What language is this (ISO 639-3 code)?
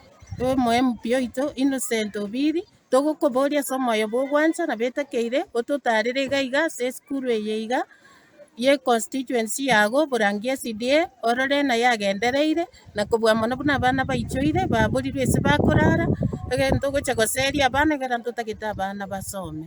guz